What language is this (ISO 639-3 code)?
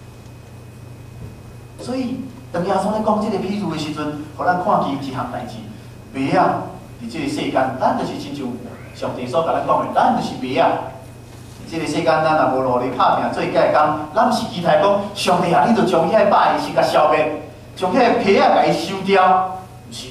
nan